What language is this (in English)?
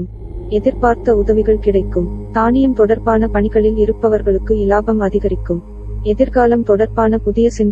Tamil